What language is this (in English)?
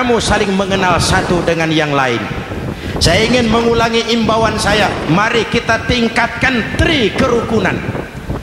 Indonesian